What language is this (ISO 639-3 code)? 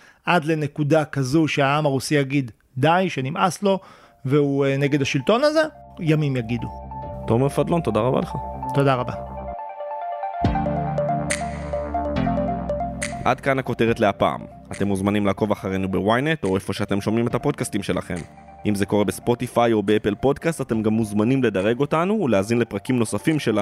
heb